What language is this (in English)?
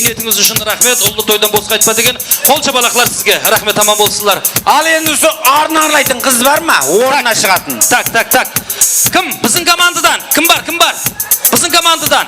Kara-Kalpak